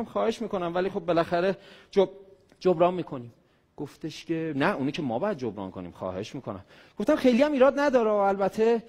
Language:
Persian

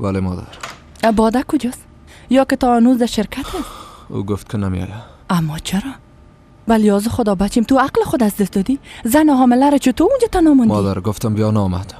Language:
Persian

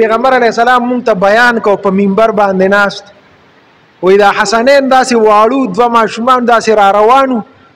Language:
Pashto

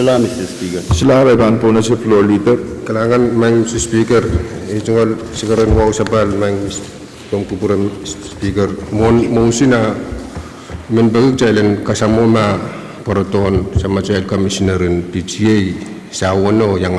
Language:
Pohnpeian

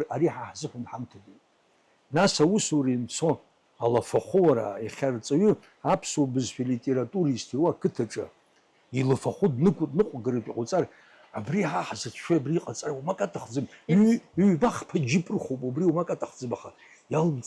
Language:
Abkhazian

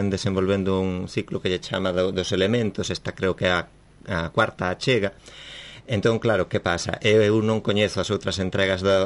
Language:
Galician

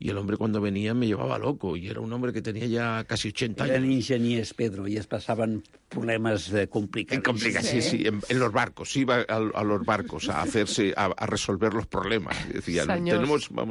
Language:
Catalan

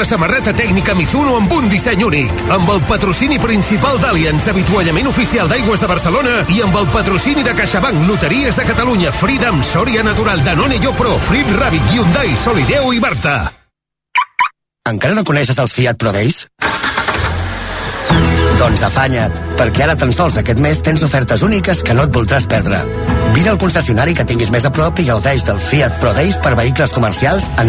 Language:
Catalan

